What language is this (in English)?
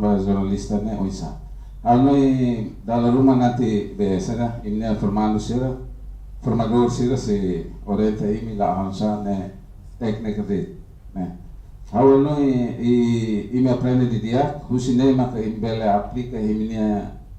Tetum